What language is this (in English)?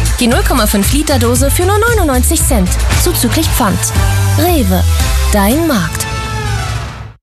German